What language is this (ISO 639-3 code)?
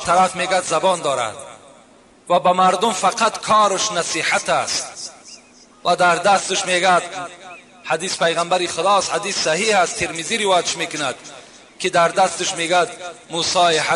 tgk